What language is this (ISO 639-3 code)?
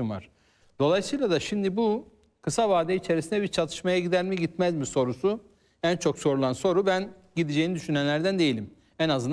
tur